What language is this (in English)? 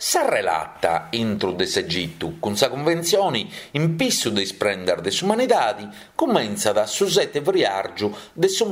Sardinian